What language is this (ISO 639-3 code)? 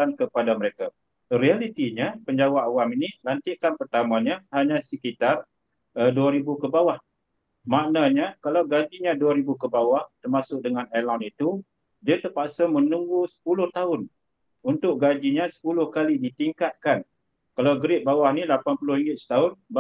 msa